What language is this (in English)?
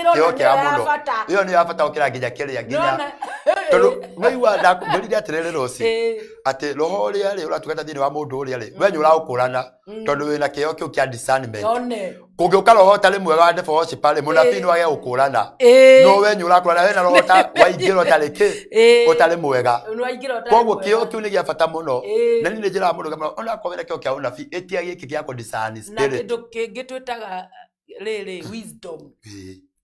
Kikuyu